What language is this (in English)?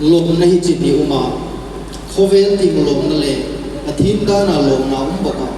Hmar